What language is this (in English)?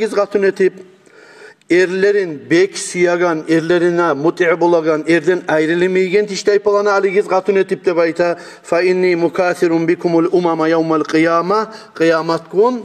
Kumyk